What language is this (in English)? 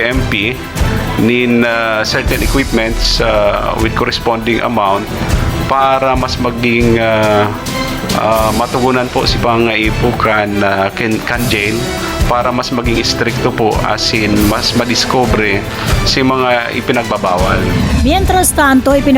Bikol